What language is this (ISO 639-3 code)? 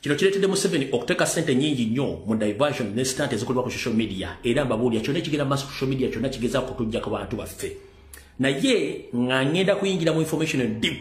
lug